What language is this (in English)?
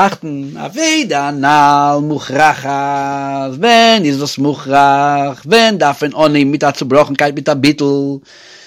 Yiddish